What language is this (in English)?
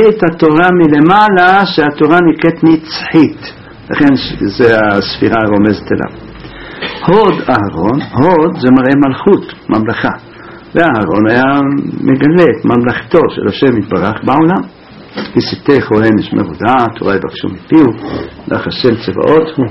Hebrew